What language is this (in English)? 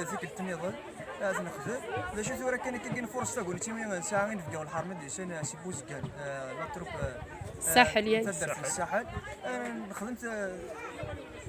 Kabyle